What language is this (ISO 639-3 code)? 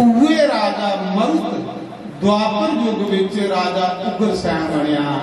doi